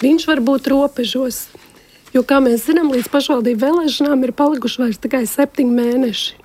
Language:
Latvian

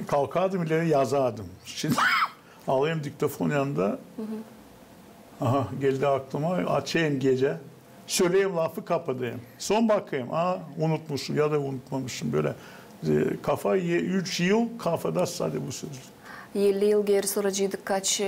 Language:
Gagauz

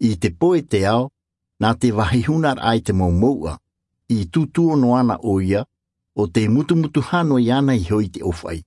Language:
Tahitian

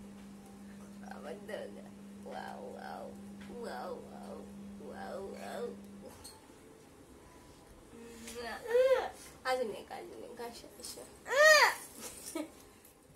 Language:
Marathi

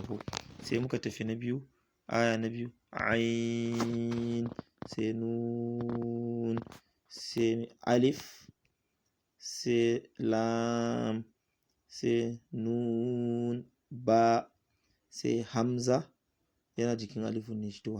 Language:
Hausa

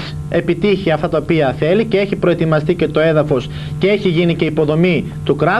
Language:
Greek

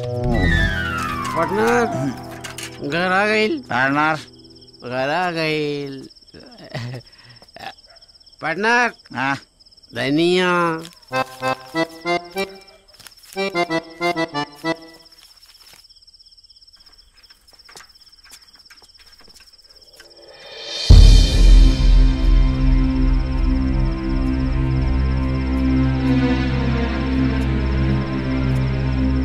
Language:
Bhojpuri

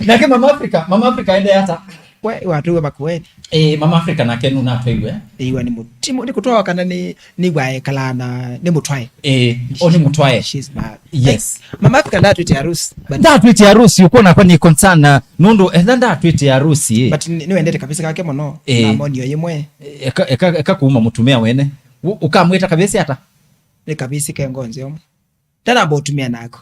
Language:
Kamba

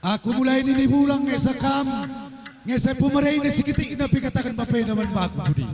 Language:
Batak Karo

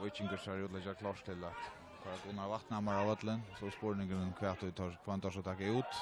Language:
Faroese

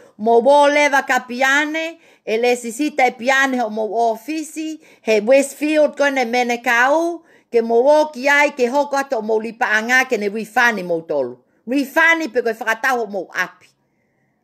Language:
Tongan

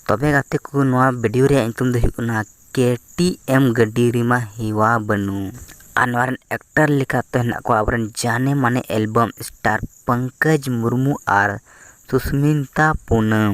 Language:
Santali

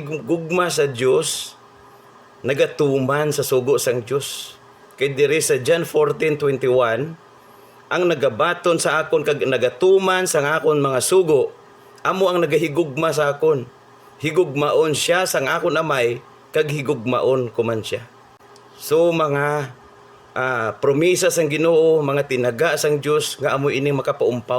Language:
Hiligaynon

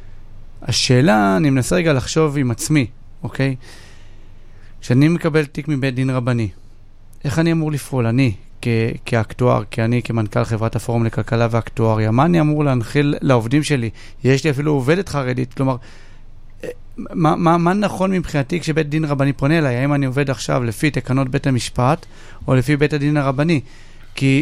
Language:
Hebrew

